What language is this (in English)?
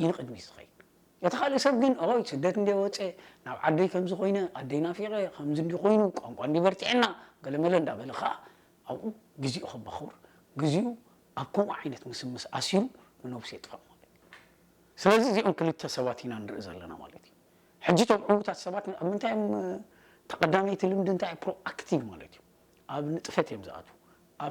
Tigrinya